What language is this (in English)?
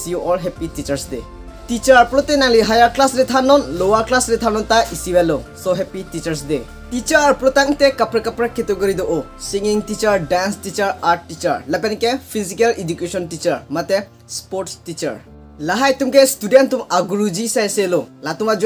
Karbi